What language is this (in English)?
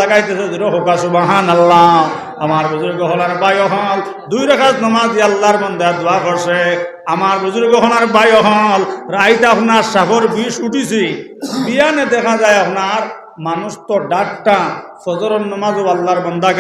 Sylheti